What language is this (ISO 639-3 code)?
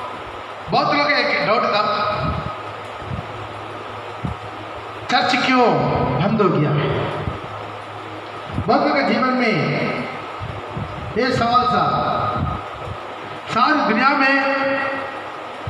hin